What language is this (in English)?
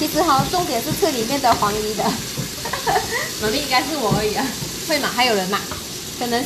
Chinese